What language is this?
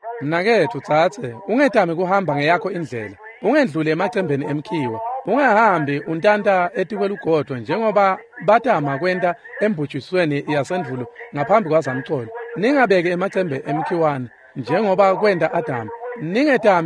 Swati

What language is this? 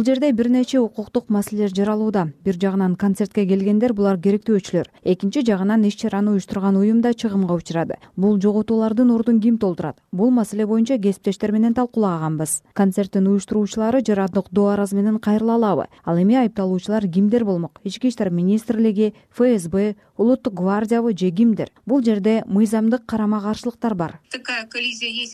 Kyrgyz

